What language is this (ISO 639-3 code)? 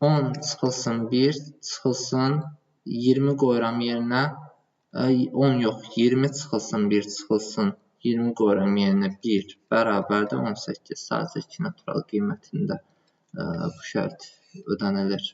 aze